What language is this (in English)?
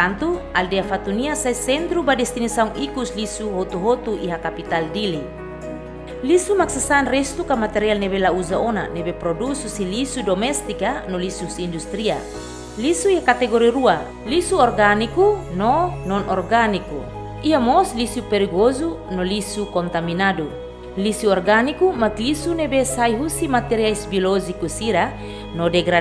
Tetum